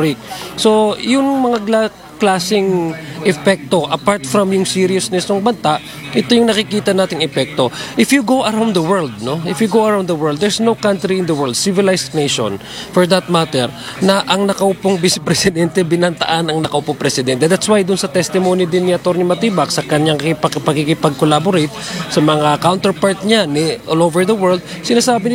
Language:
Filipino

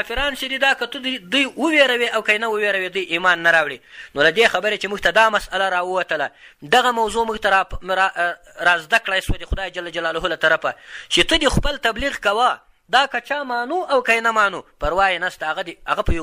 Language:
Pashto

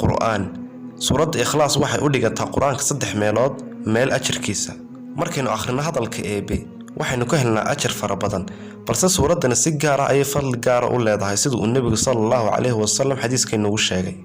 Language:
Somali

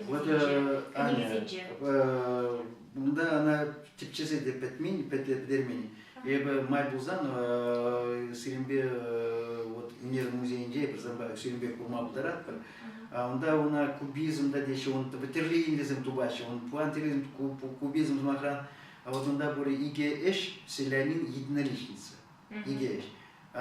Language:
Chuvash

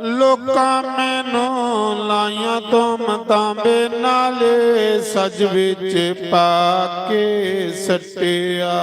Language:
Dogri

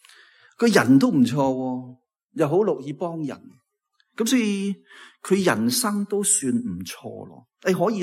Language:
Cantonese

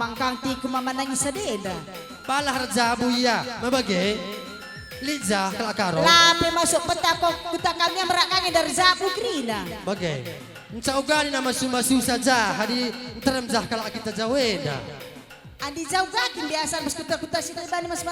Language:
Batak Karo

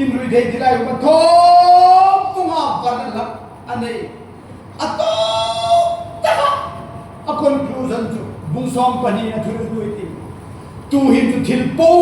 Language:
Hmar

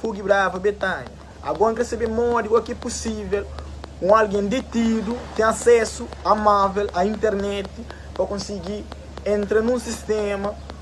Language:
Kabuverdianu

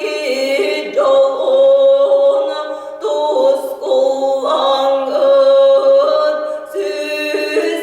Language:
Yakut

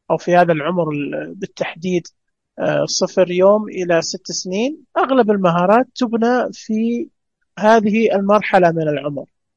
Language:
Najdi Arabic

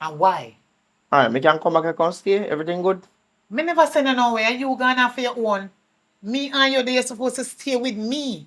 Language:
Jamaican Creole English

